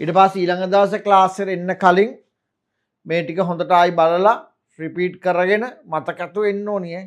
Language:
Sinhala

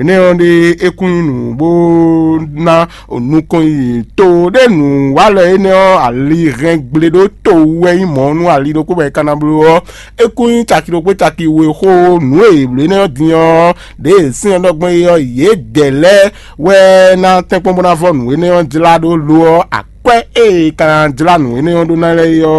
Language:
Fon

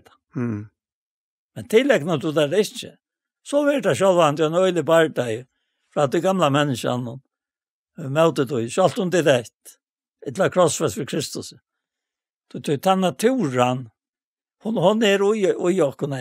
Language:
Faroese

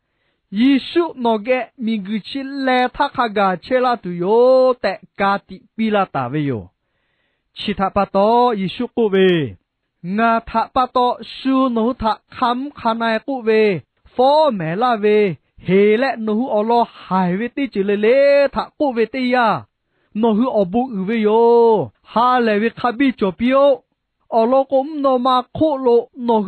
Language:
Lahu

